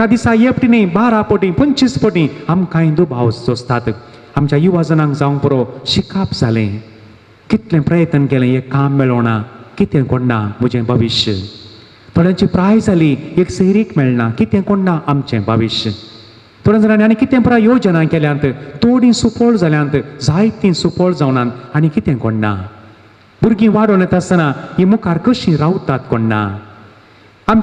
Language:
Konkani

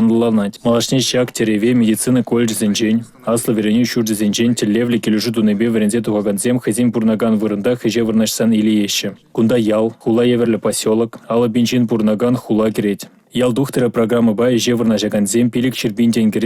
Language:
Chuvash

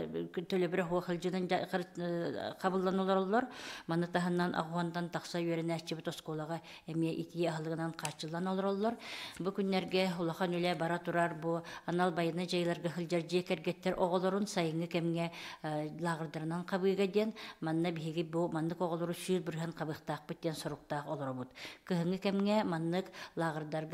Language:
Yakut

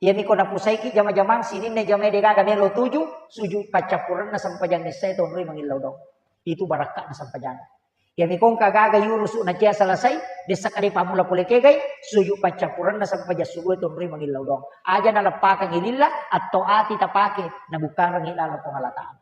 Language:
Buginese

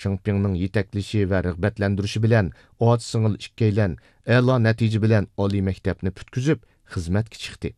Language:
Uyghur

